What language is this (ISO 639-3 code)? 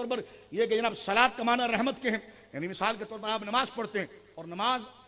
urd